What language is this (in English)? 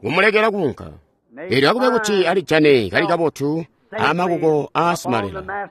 Tonga (Zambia)